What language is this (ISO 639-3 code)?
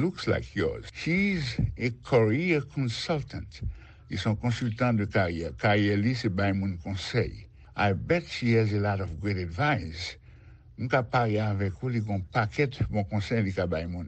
hat